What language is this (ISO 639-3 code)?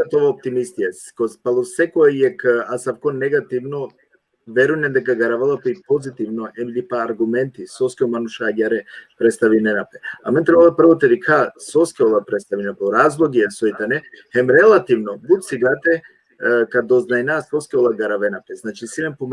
rmn